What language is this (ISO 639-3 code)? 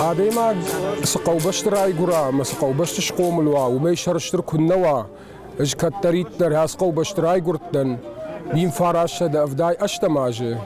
oss